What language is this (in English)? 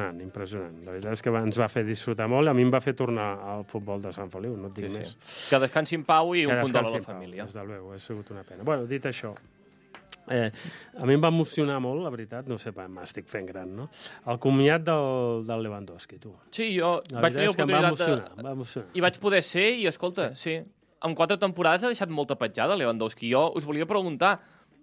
Catalan